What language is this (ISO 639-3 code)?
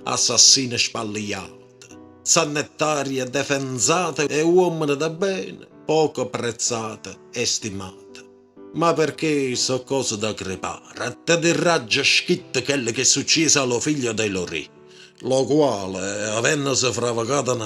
nap